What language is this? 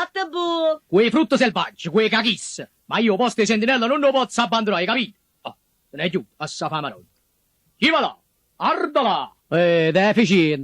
Neapolitan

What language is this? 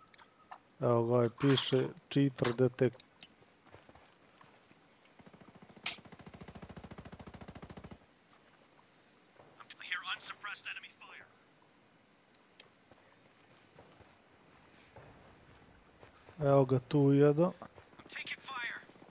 Serbian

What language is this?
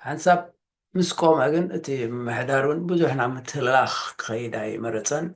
Tigrinya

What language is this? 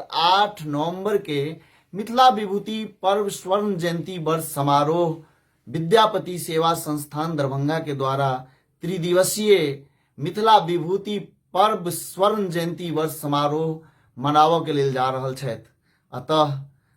Maithili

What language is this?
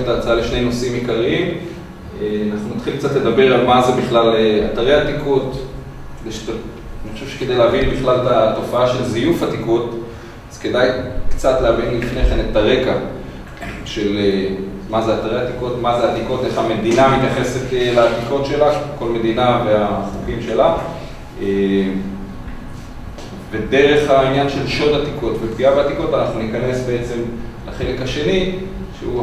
Hebrew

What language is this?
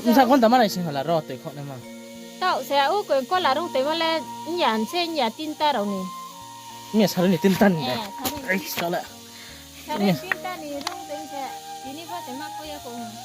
Riang (India)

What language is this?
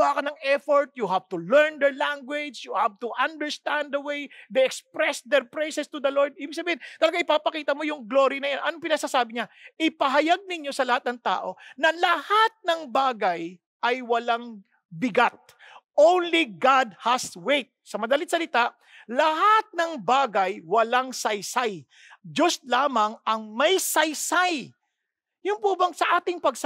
Filipino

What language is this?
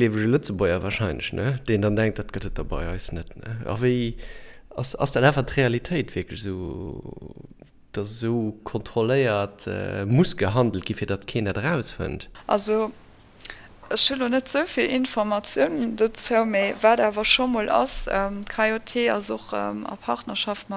Luxembourgish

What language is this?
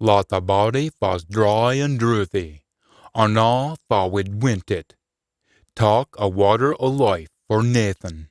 Scots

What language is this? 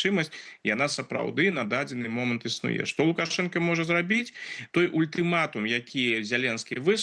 Belarusian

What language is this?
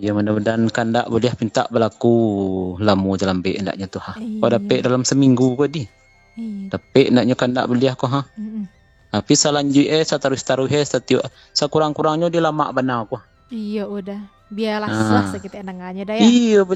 Minangkabau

